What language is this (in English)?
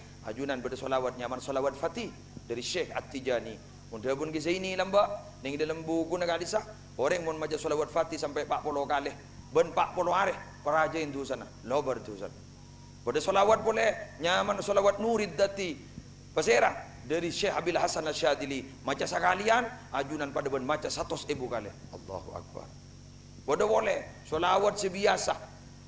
Madurese